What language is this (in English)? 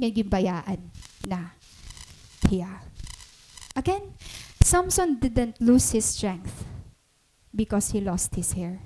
Waray